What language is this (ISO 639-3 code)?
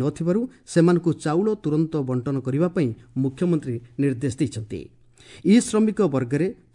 ori